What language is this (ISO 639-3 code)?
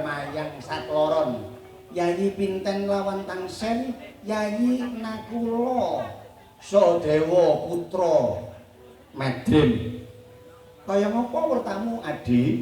jav